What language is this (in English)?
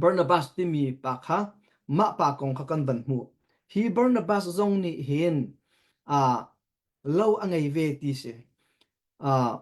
Hakha Chin